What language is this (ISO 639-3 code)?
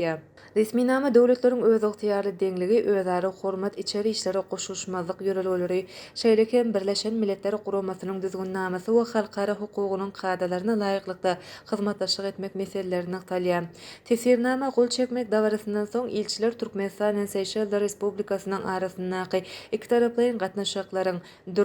tuk